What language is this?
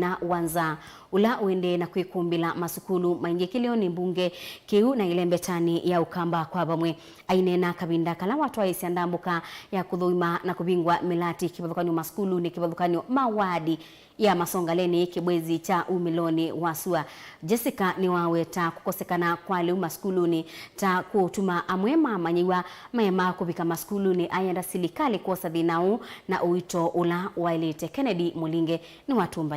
Kamba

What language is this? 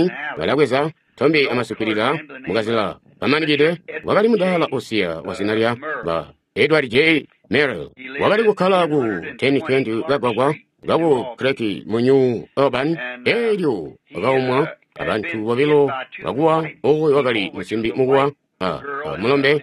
Tonga (Zambia)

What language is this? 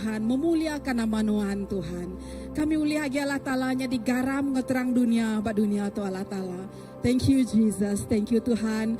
Iban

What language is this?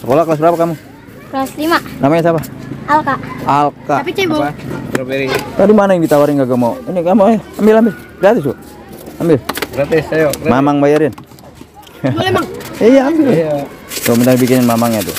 Betawi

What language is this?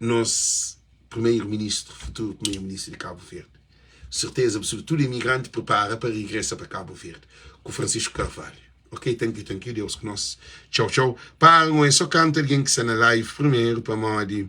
Kabuverdianu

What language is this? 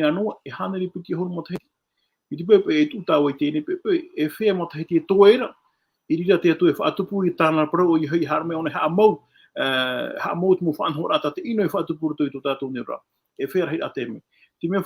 Tahitian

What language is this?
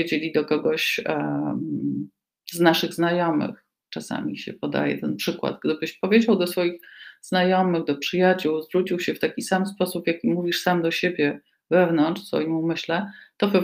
Polish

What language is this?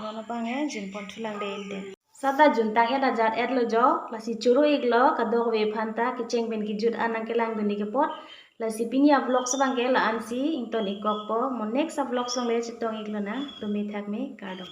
Karbi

